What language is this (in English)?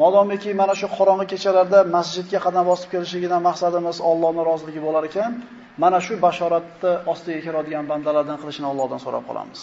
Uzbek